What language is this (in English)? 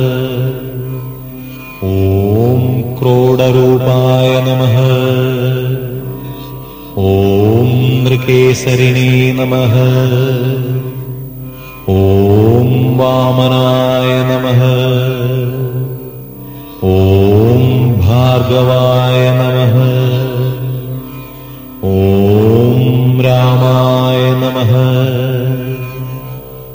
Sanskrit